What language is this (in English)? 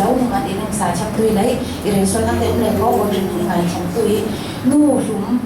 Falam Chin